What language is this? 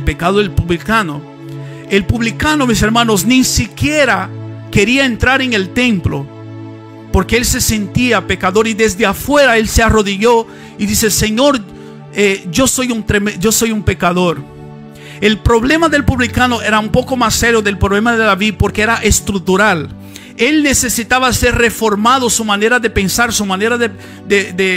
Spanish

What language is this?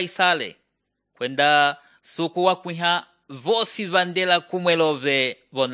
Umbundu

